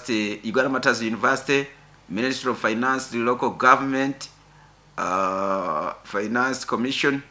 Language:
Nyoro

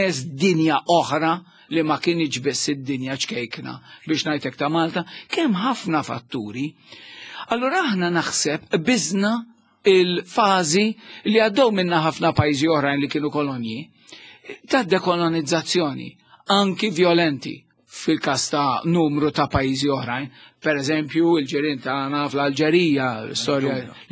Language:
Maltese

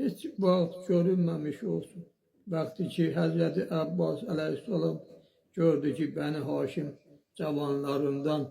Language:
Azerbaijani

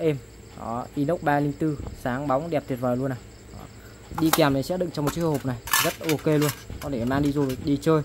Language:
Vietnamese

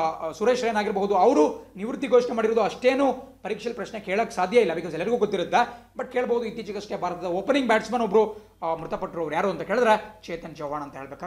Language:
Kannada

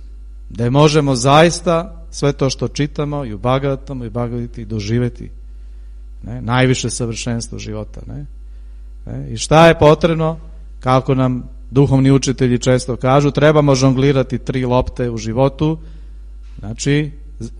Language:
Serbian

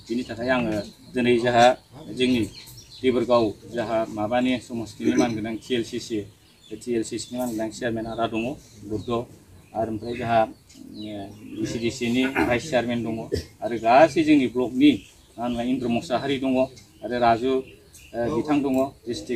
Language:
Bodo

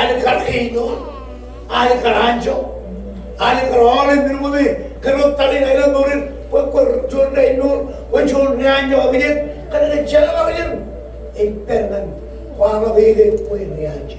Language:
Marshallese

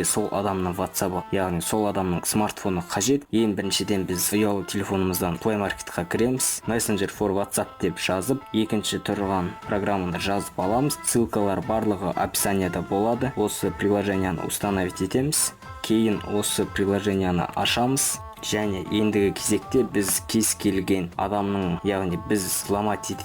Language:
Kazakh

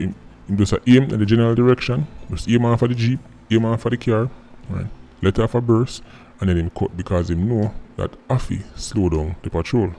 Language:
Jamaican Creole English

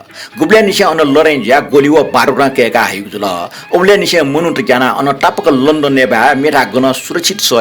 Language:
Newari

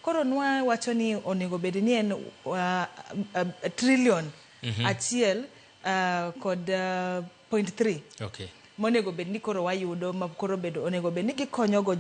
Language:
Luo (Kenya and Tanzania)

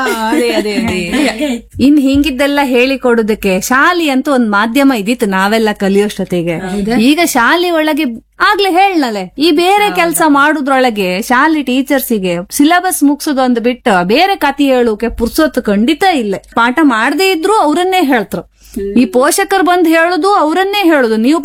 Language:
Kannada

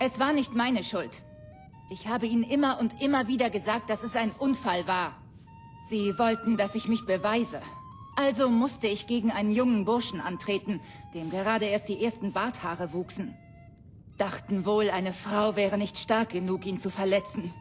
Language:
Bavarian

